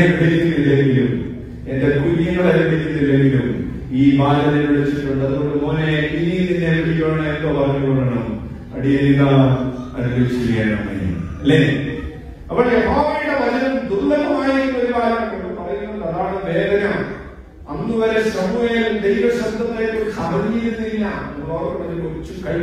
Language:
Malayalam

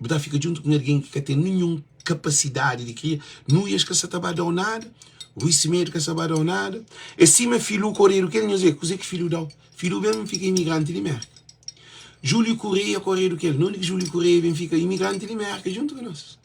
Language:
Kabuverdianu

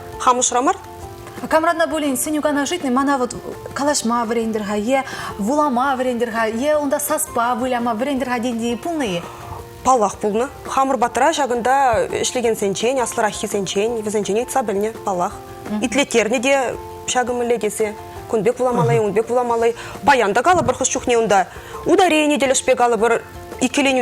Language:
Chuvash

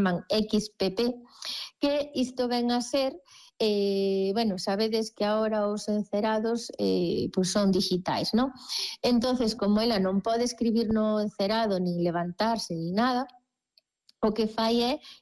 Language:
Galician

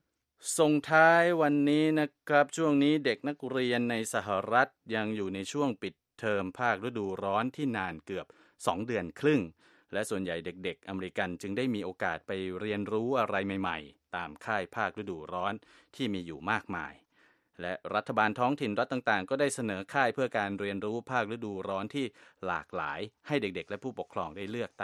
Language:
Thai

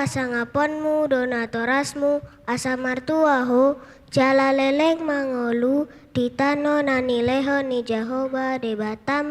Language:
Batak Toba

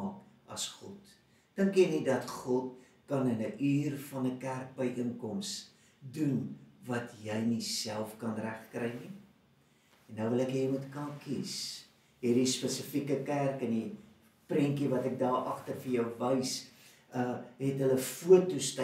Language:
Afrikaans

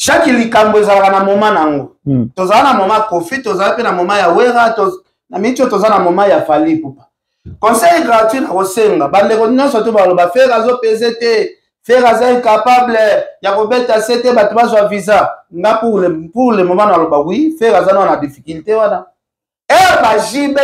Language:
Lingala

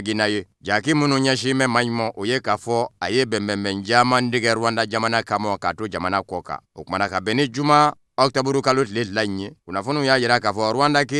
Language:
Bambara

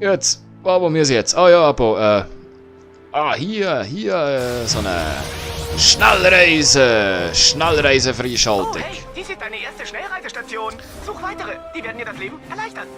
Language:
Swiss German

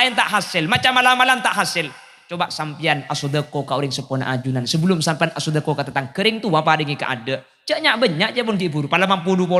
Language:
Madurese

